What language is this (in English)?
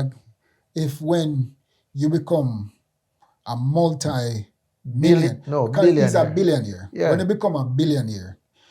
Jamaican Creole English